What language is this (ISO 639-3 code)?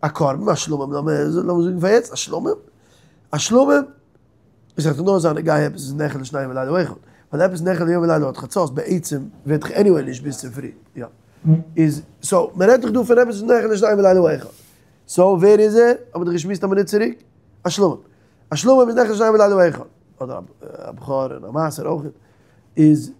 yid